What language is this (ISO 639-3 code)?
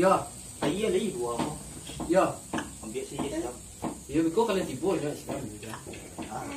min